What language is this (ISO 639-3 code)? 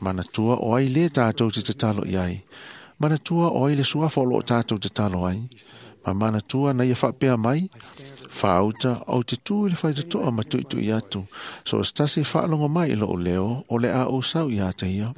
smo